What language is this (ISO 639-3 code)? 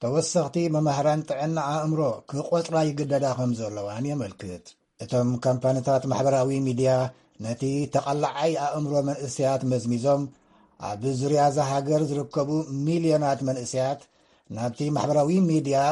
tir